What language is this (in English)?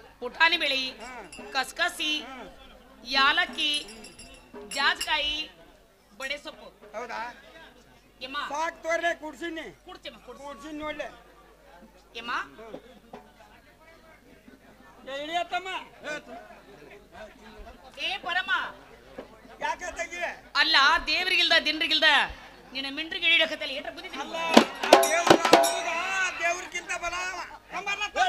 Kannada